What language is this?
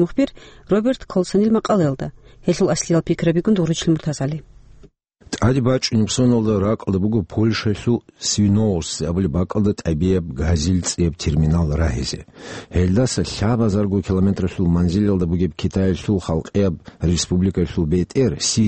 Avaric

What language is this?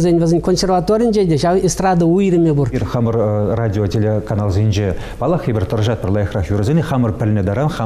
Chuvash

